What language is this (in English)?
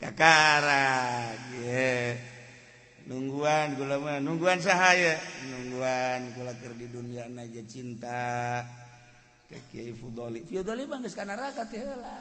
Sundanese